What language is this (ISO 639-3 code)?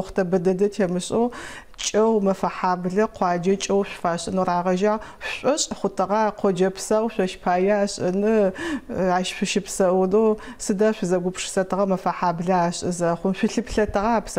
ady